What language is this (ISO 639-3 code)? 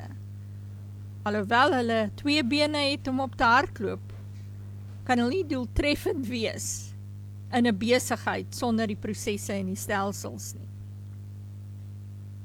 afr